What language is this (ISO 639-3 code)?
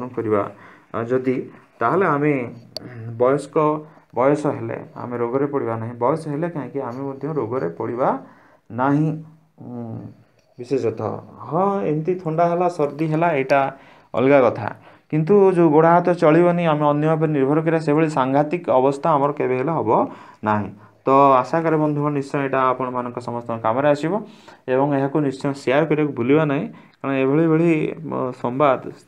ori